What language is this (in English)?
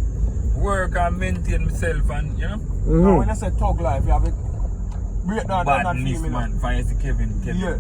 Jamaican Creole English